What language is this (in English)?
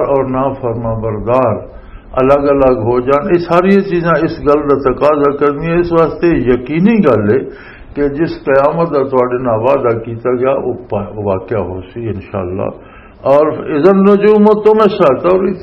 Western Panjabi